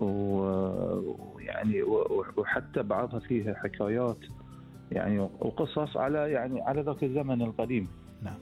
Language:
Gulf Arabic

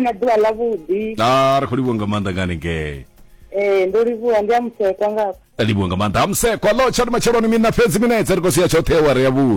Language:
Venda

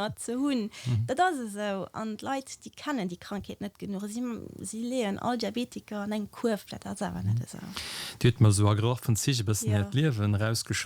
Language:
Luxembourgish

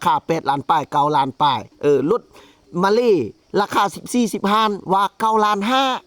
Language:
Lao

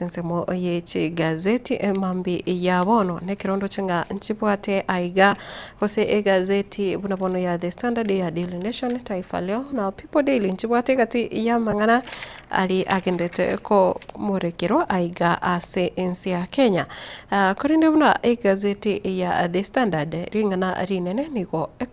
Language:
Gusii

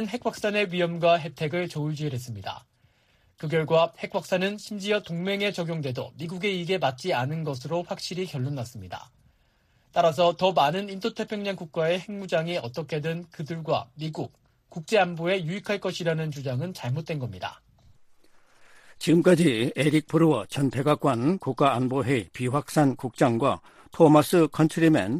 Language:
Korean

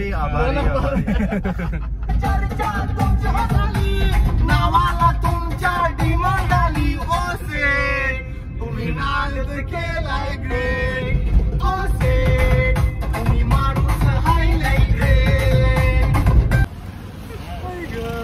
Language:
Marathi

